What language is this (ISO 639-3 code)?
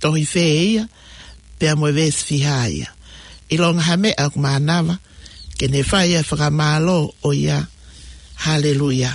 ton